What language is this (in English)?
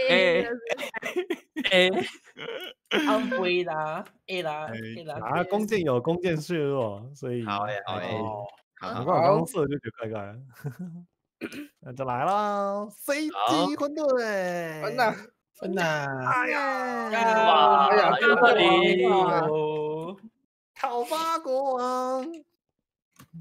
Chinese